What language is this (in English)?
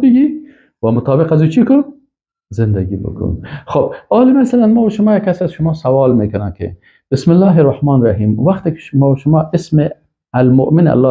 Persian